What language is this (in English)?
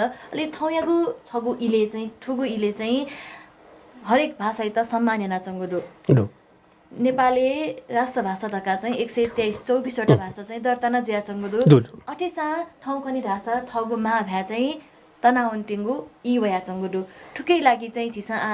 Newari